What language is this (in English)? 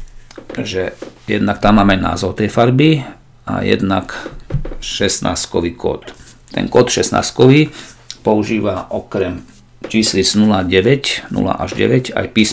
Slovak